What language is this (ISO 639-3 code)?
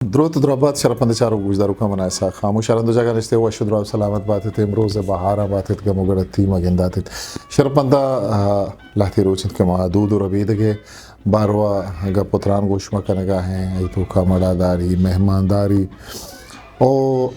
bgp